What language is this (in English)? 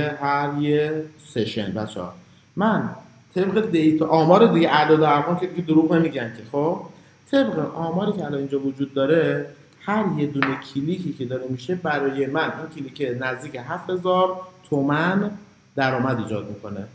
Persian